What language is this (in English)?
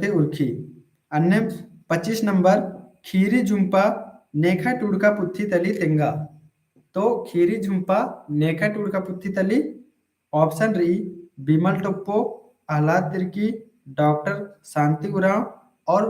Kurukh